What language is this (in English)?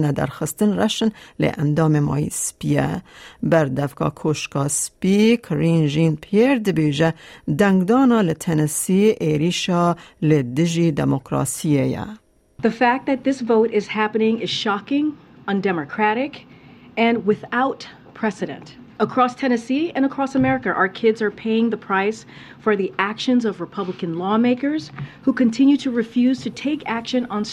Kurdish